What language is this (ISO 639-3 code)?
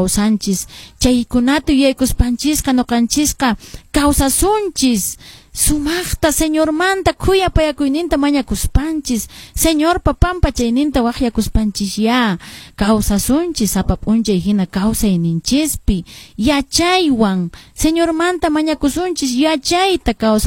que